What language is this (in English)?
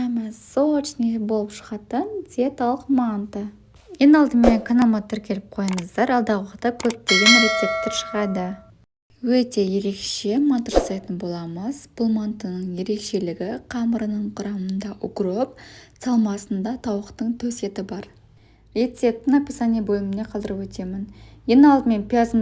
Kazakh